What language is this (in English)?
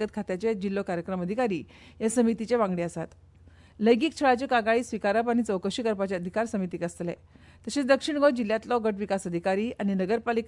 Konkani